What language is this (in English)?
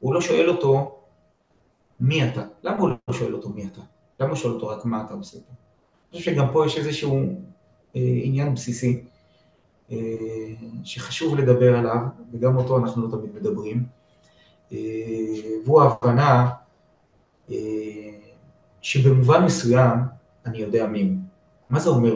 Hebrew